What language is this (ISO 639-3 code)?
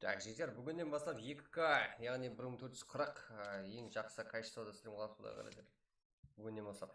kaa